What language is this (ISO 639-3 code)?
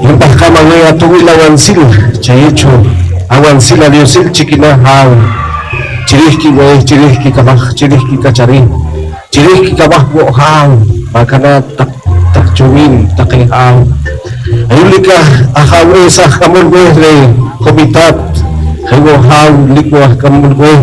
poh